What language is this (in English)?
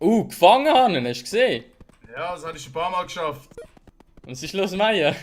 Swiss German